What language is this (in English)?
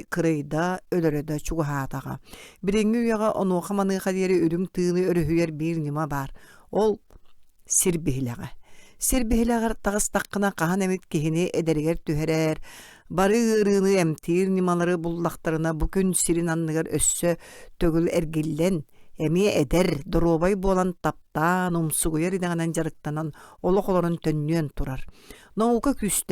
Yakut